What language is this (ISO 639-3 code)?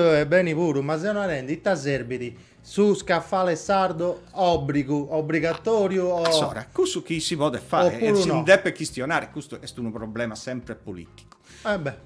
srd